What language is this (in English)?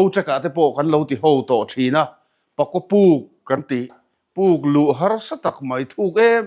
Mizo